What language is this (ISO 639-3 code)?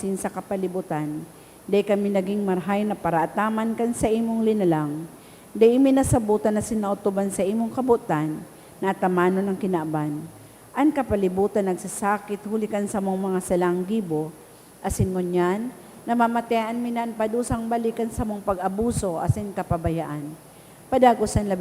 bik